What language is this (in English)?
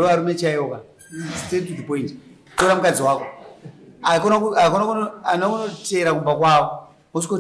Shona